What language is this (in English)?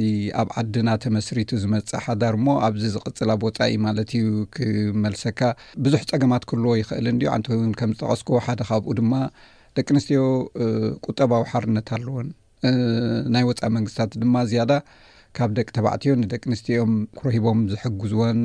Tigrinya